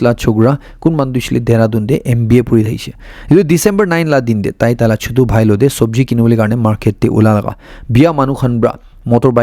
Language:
Naga Pidgin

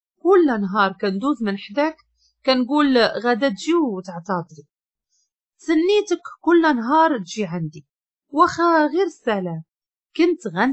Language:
Moroccan Arabic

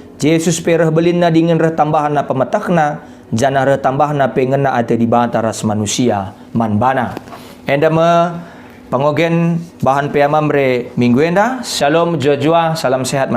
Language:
Batak Karo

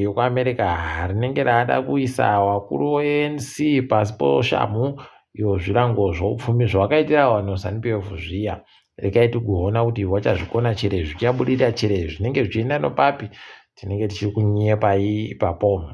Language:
Ndau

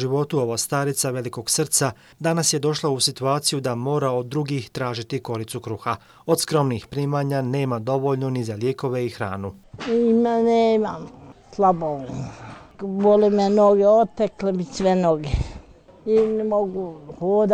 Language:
Croatian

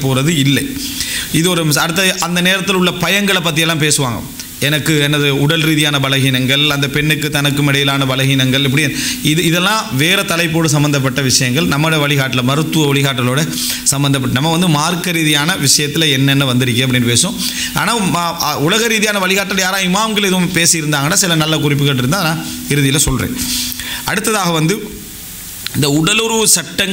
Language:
Tamil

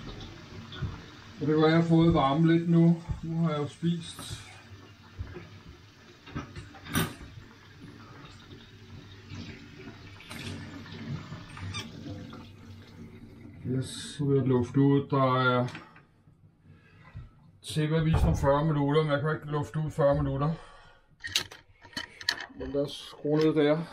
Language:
Danish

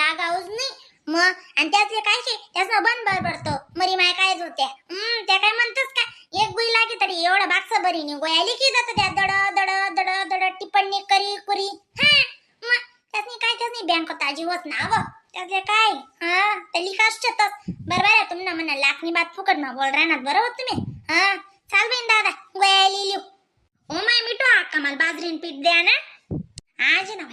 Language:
Khandesi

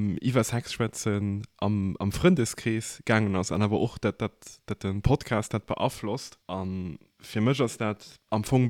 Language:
Luxembourgish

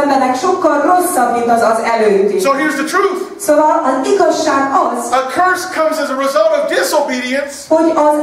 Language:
Hungarian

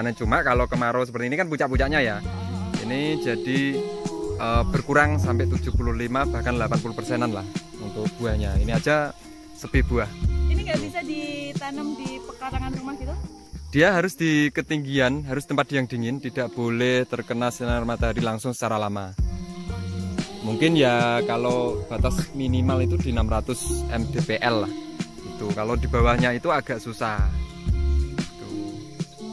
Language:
Indonesian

